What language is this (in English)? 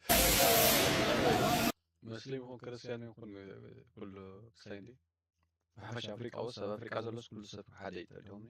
Tigrinya